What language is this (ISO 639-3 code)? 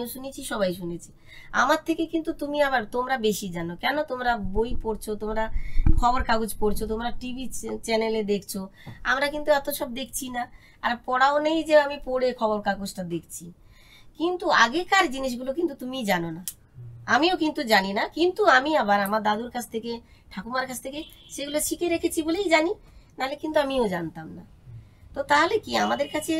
ben